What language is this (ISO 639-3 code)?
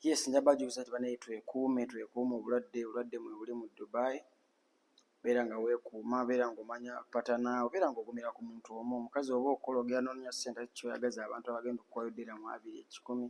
lug